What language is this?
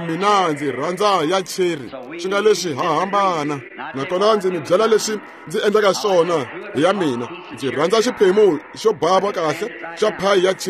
Tsonga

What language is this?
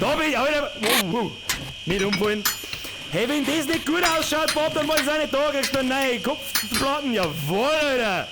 Bavarian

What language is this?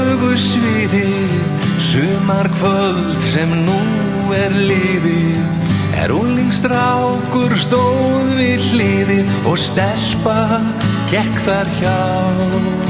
Icelandic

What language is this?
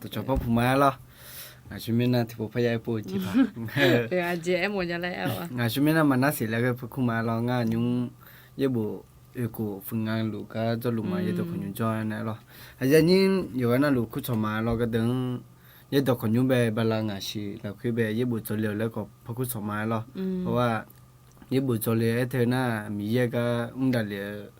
Akha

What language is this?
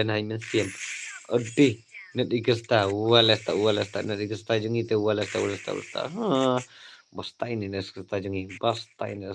Khasi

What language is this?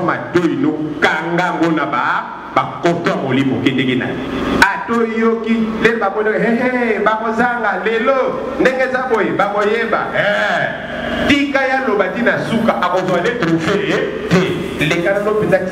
Lingala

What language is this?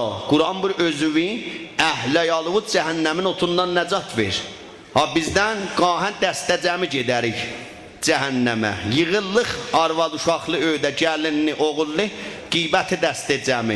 South Azerbaijani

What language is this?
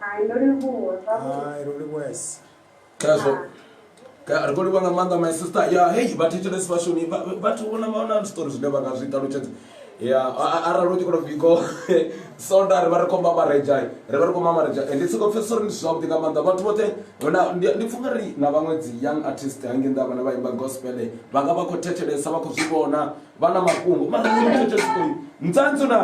Venda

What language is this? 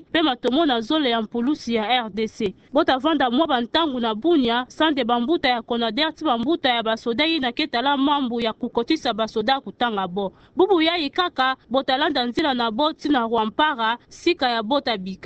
Kituba (Democratic Republic of Congo)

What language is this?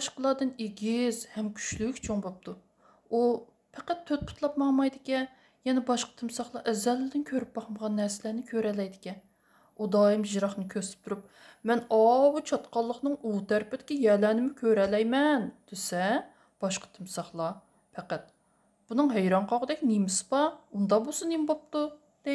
Uyghur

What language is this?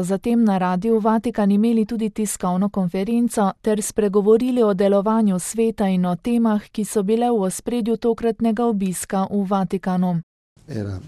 Slovenian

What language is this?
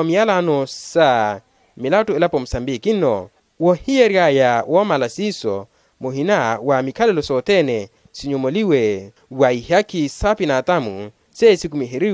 Makhuwa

